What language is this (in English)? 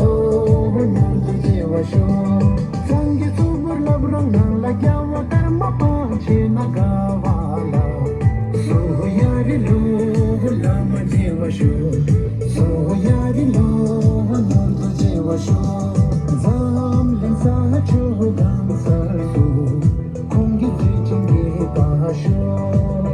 Tibetan